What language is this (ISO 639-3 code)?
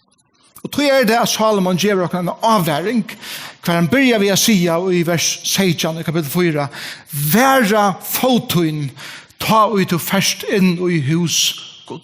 fao